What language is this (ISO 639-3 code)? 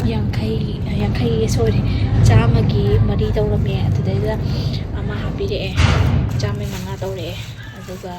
mni